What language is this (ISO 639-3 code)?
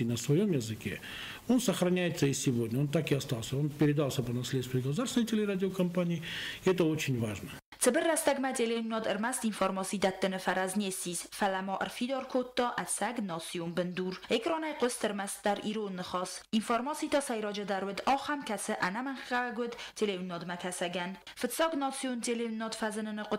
oss